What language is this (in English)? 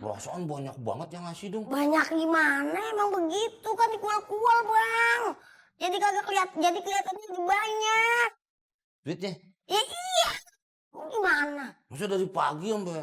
Betawi